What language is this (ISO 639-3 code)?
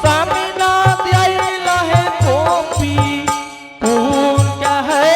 anp